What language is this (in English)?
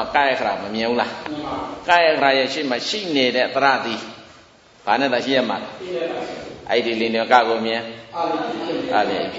Burmese